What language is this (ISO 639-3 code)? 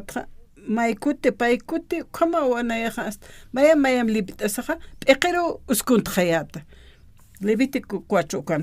aym